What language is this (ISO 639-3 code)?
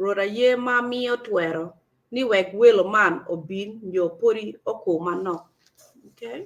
ach